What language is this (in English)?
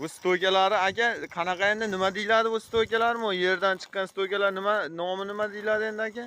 Uzbek